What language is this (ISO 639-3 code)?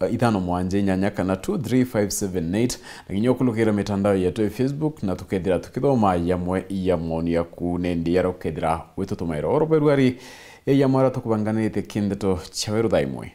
mer